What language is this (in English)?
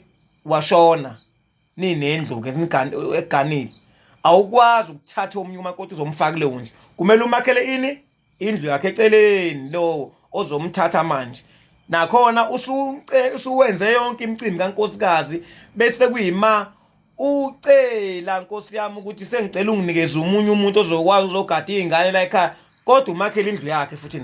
Zulu